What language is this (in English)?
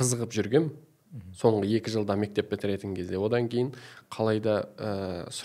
Kazakh